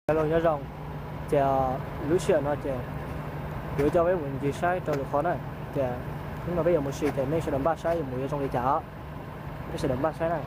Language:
Hmong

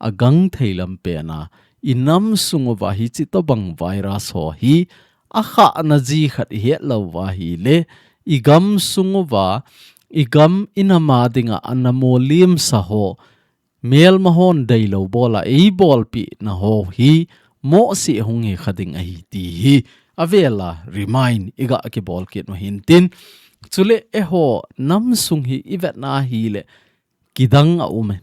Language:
Thado Chin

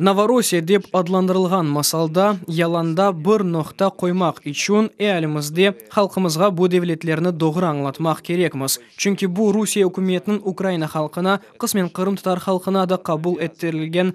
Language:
Crimean Tatar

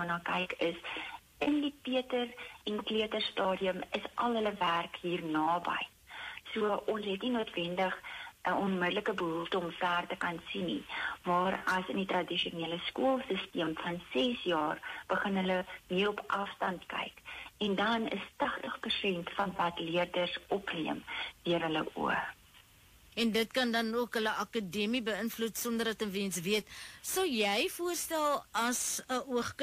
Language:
Afrikaans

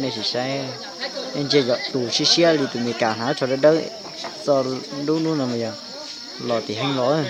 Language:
Hmong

